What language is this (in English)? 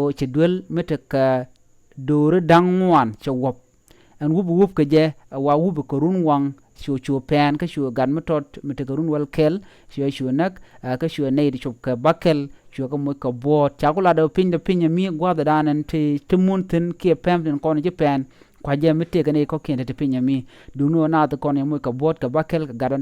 Nuer